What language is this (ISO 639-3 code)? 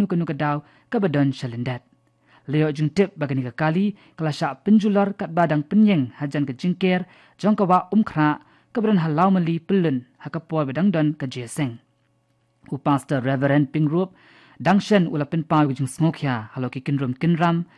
kha